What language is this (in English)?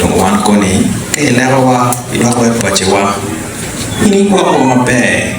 Acoli